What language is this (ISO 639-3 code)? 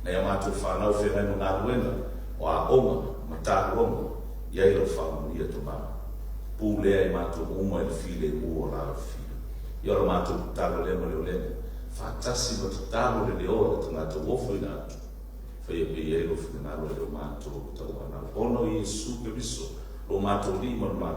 smo